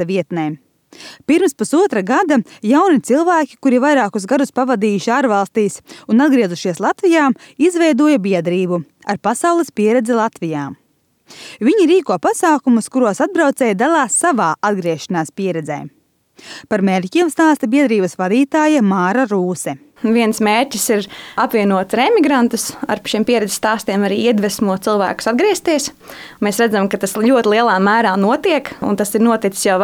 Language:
Latvian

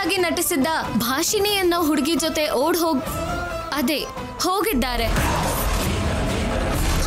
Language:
Kannada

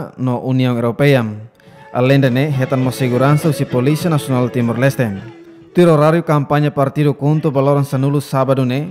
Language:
Tetum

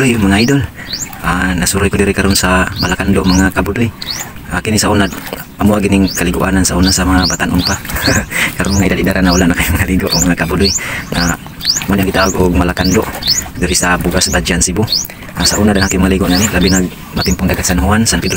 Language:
Cebuano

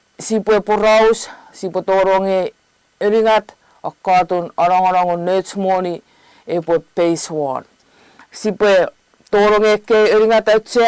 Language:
Chuukese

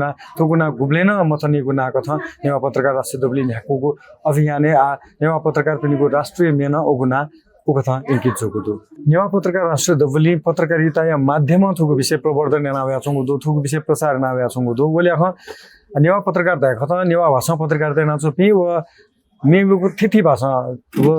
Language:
Newari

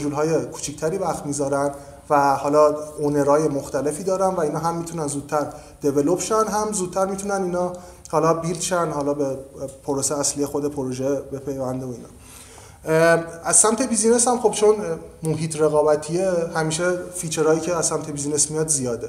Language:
Persian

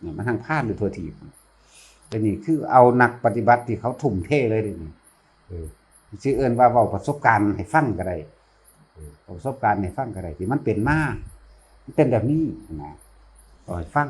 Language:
Northeastern Thai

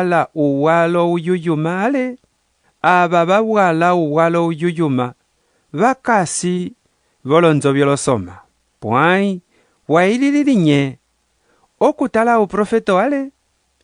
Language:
Umbundu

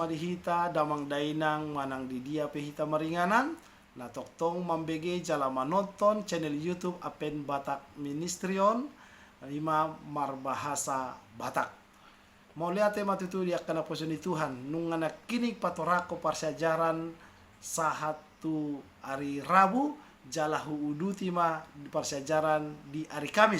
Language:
Batak Toba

